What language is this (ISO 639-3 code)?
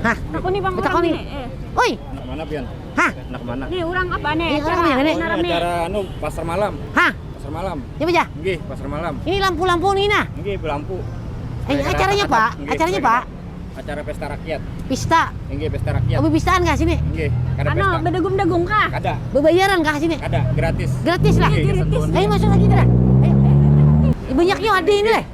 bjn